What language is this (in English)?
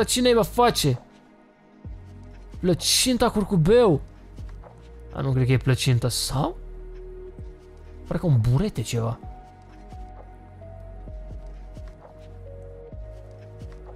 Romanian